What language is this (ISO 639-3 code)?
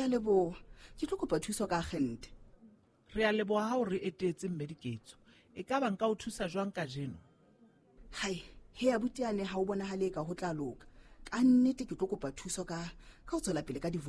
sot